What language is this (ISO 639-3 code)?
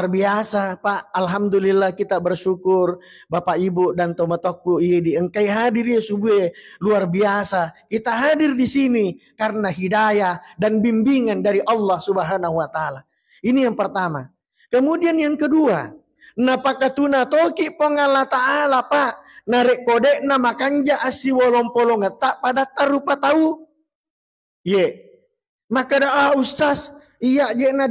bug